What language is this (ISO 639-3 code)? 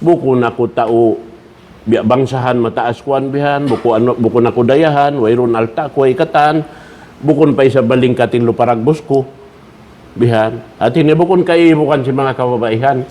tsg